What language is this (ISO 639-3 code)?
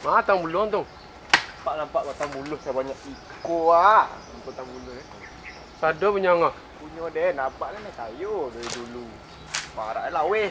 min